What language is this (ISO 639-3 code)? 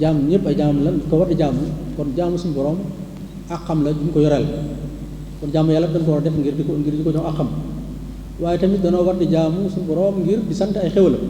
wol